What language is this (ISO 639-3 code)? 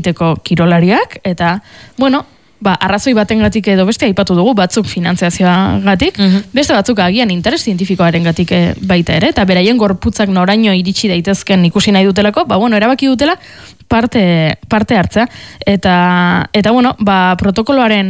eus